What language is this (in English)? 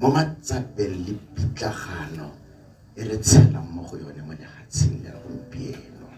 Tswana